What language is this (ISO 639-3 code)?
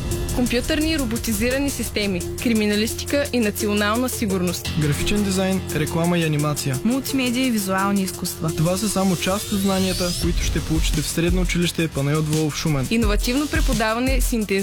bul